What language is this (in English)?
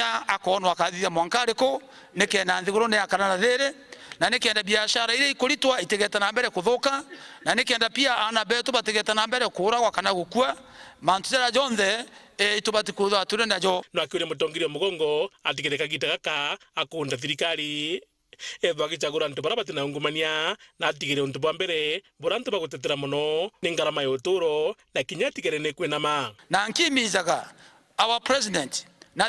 Meru